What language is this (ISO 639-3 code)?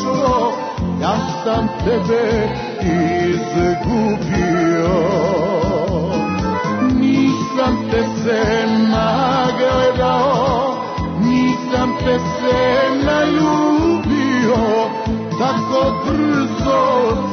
srp